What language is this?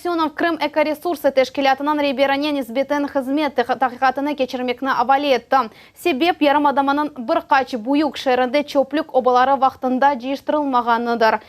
Crimean Tatar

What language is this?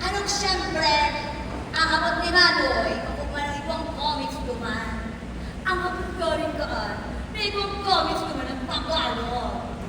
Bikol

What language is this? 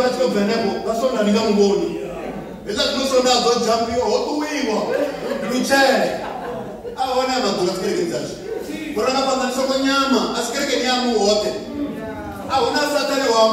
Venda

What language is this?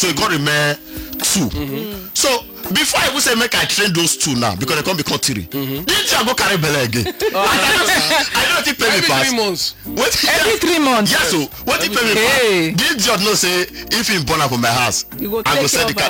Nigerian Pidgin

